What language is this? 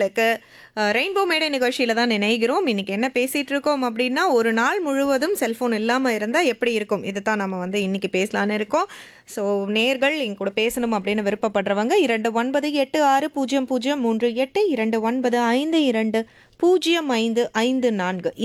Tamil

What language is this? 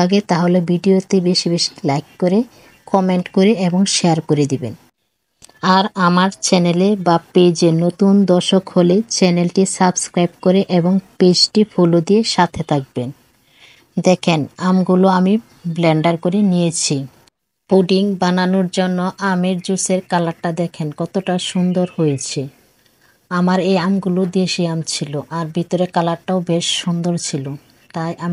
Bangla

